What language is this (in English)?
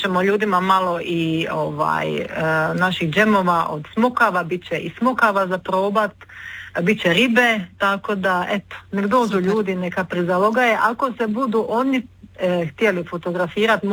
Croatian